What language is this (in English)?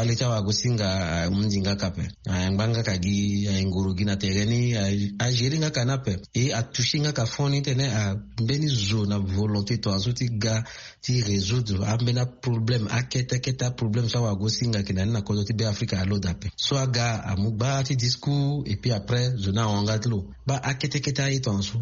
Sango